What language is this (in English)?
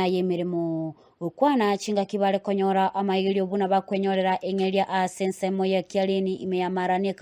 Gusii